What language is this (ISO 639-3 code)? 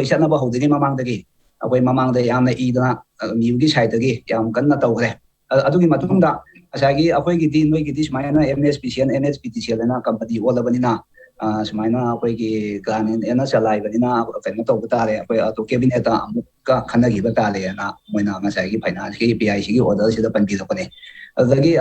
mni